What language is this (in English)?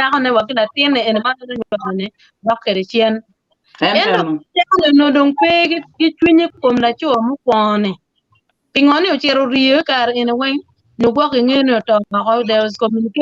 Acoli